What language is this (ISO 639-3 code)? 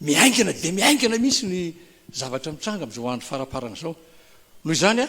mlg